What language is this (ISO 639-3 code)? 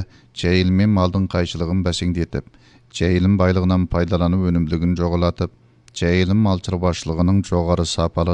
kaz